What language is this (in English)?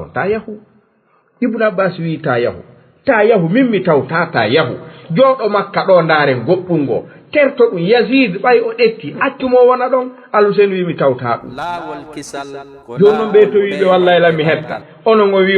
Fula